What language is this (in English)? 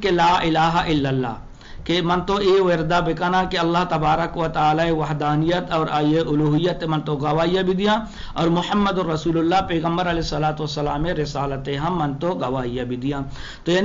Eastern Balochi